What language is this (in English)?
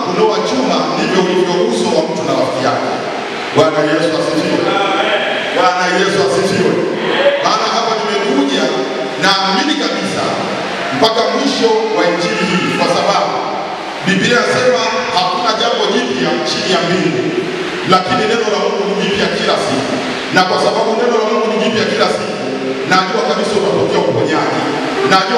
Swahili